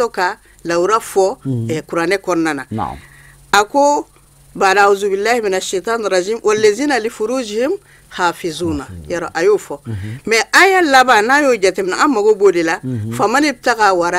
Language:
Bambara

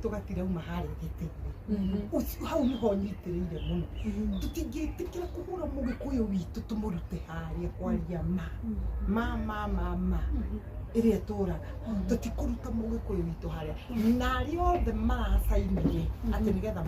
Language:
Kikuyu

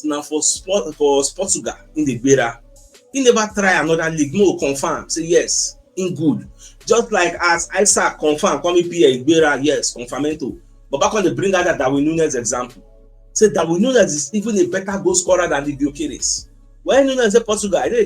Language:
Nigerian Pidgin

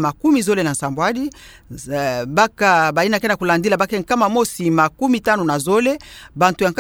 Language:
Kituba (Democratic Republic of Congo)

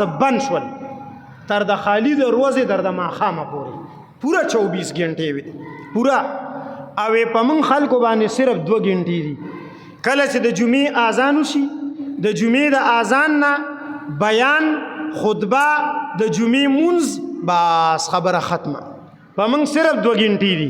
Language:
Pashto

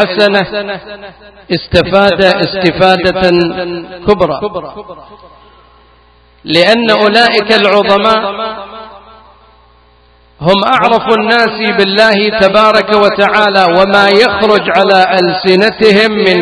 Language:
Arabic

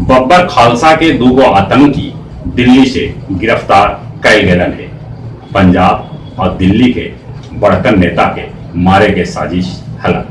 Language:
Magahi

